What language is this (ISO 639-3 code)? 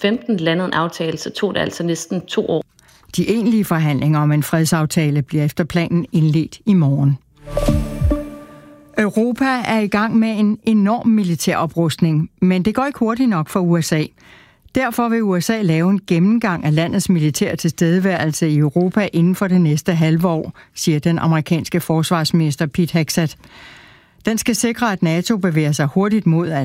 dan